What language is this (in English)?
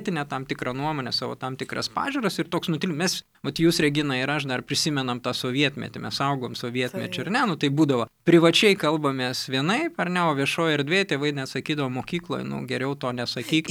Lithuanian